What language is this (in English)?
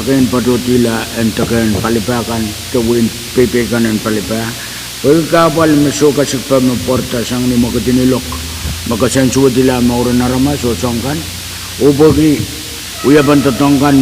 Pohnpeian